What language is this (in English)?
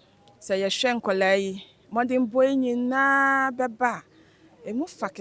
Akan